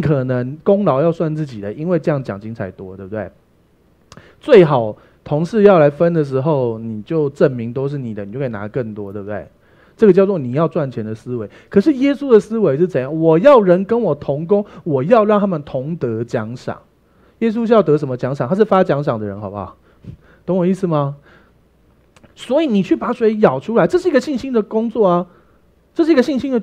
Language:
Chinese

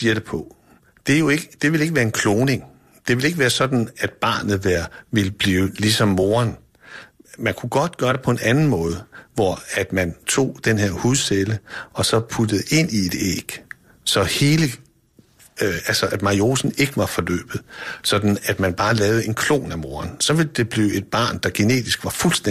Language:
Danish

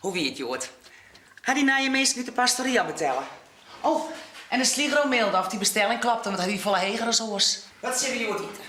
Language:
Western Frisian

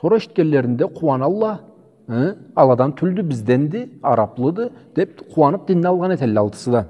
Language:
Karachay-Balkar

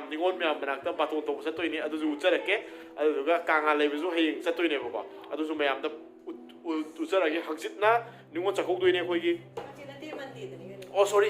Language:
Manipuri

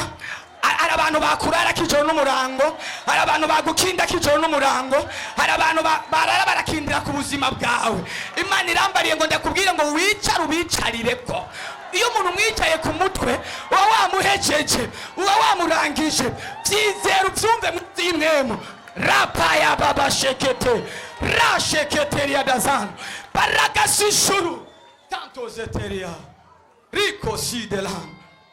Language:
Rundi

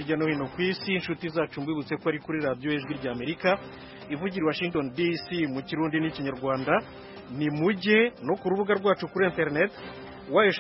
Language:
Kinyarwanda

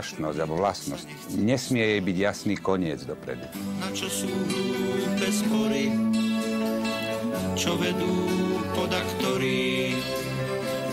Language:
Slovak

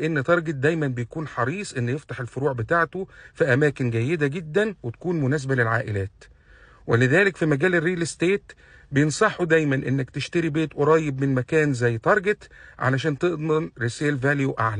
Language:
Egyptian Arabic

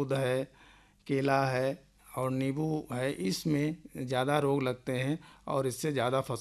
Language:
Hindi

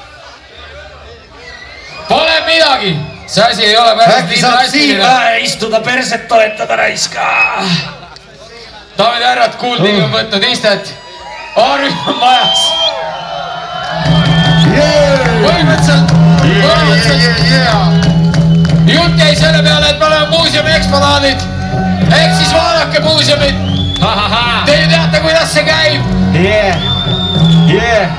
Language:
Estonian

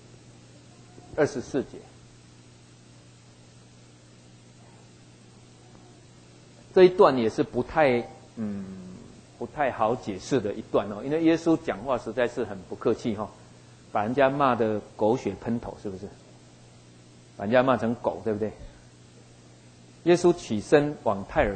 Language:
Chinese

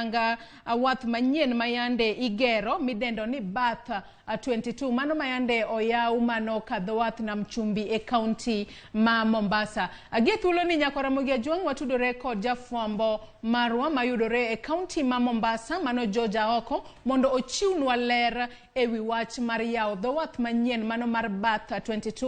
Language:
Luo (Kenya and Tanzania)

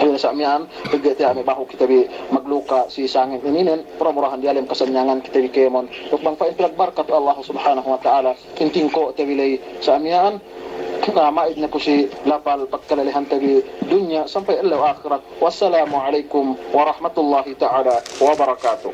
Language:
Yakan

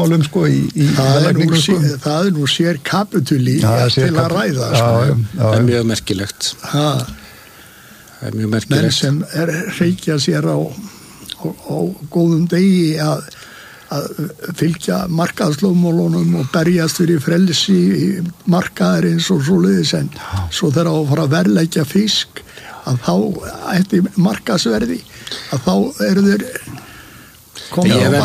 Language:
Icelandic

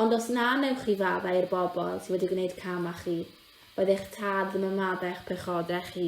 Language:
Welsh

